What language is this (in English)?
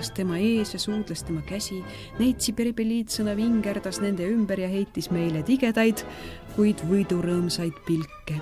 Estonian